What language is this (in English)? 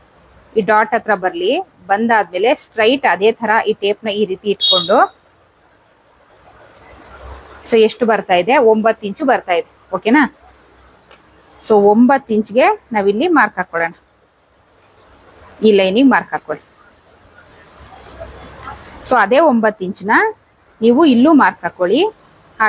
Kannada